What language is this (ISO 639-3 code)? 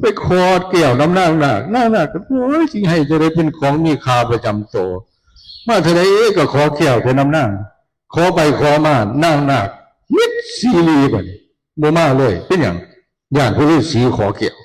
tts